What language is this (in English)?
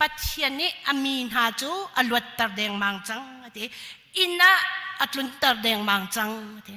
Hakha Chin